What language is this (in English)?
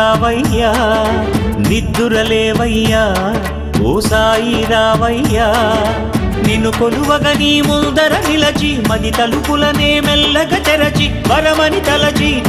Telugu